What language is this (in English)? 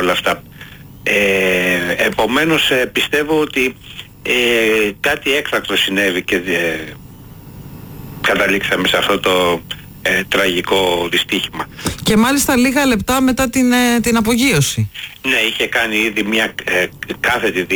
Greek